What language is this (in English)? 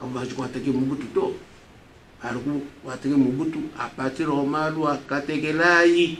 Luba-Lulua